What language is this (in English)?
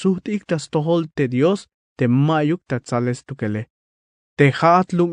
Tzeltal